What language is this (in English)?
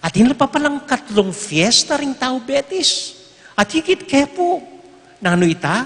Pampanga